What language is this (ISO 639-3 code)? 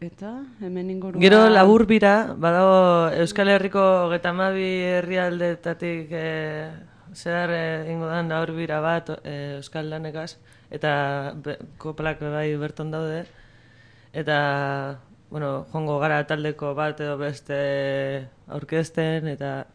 eus